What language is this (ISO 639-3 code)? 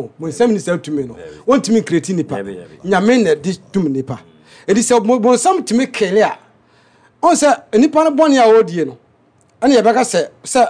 aka